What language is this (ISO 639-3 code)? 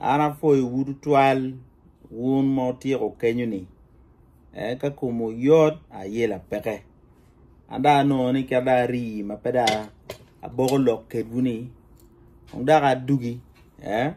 ach